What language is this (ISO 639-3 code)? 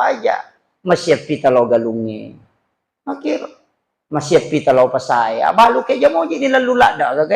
bug